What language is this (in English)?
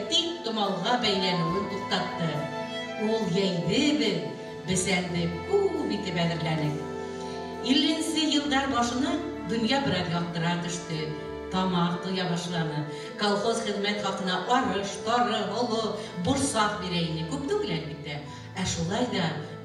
Bashkir